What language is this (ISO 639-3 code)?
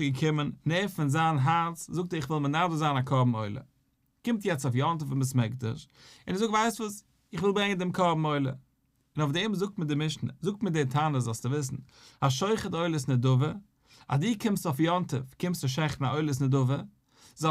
yid